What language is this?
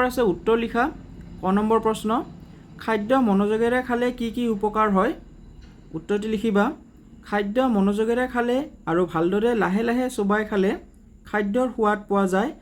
Assamese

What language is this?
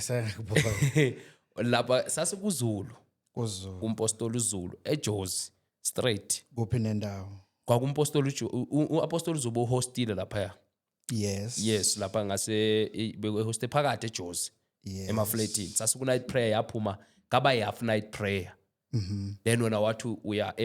Zulu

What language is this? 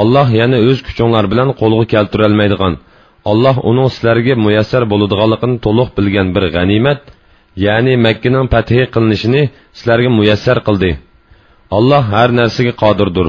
Uyghur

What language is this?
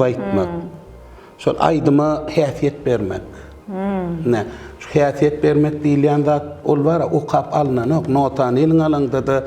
Turkmen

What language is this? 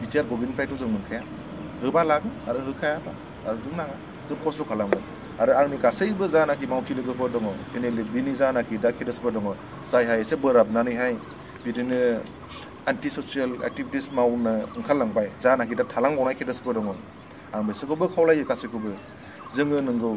Bodo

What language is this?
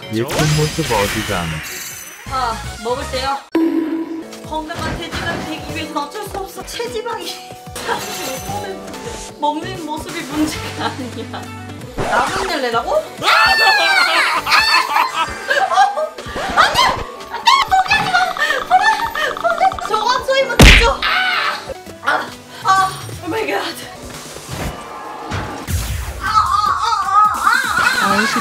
Korean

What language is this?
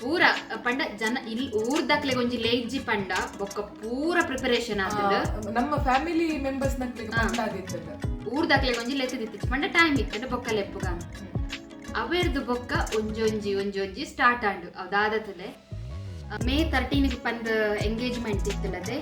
Tulu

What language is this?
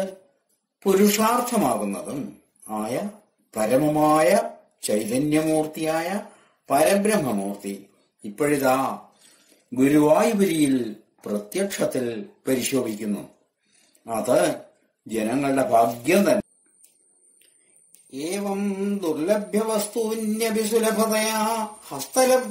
Malayalam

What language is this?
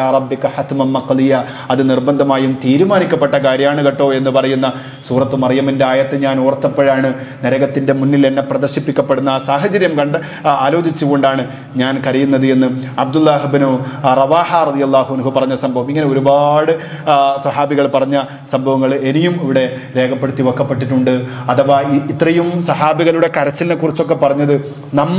Malayalam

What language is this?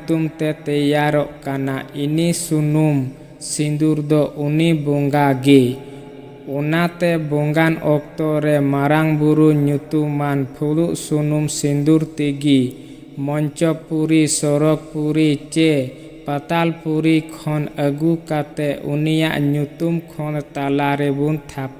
Santali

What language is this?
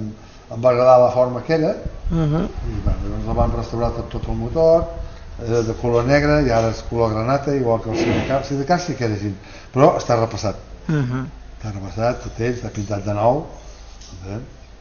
Catalan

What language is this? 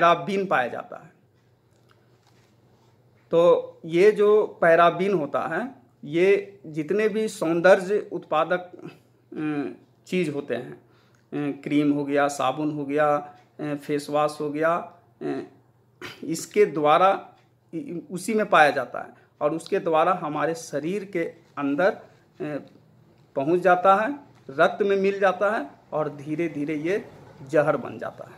Hindi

